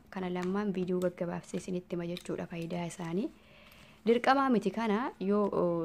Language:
Oromo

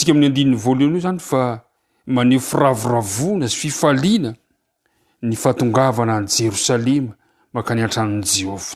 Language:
Malagasy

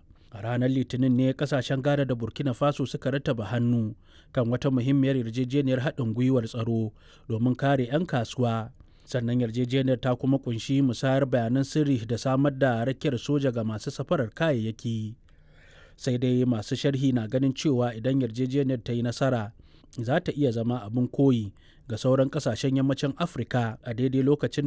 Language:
Hausa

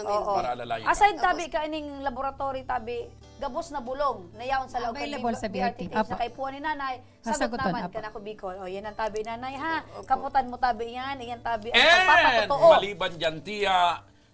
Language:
Bikol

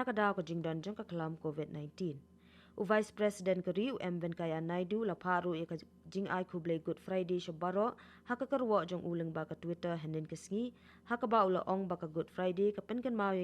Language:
Khasi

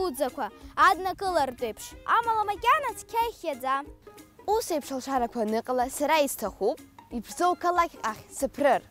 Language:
Abkhazian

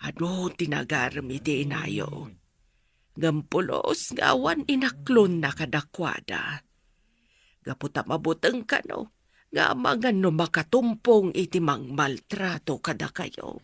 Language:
Iloko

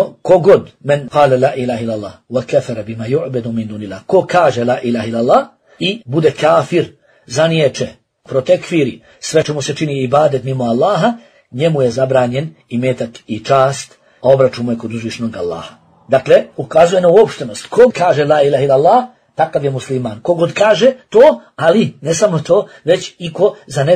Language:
Bosnian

